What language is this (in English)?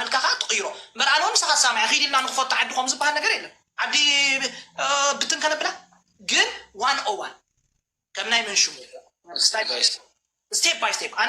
Tigrinya